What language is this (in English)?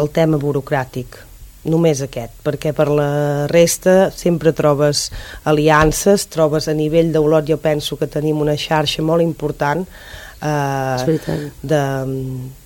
Catalan